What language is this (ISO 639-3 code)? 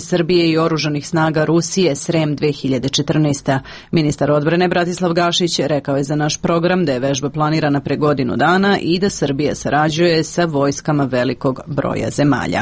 srp